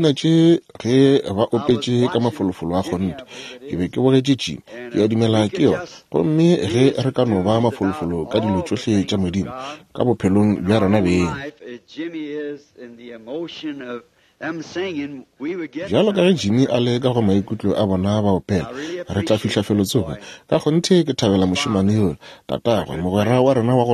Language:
Northern Sotho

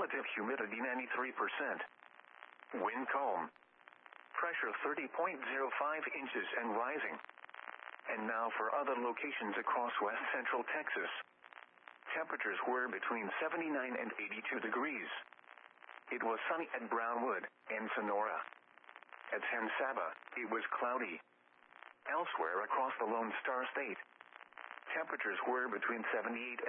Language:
English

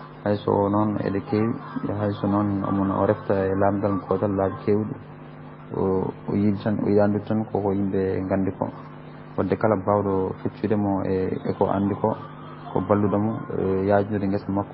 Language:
Fula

